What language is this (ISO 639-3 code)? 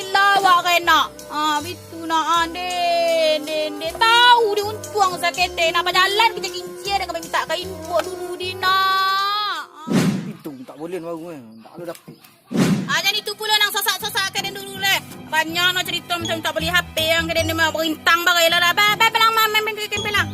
min